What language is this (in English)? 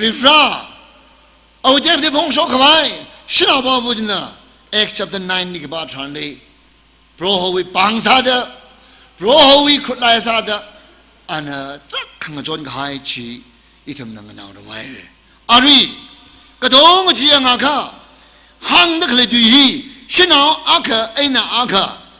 Tangkhul Naga (India)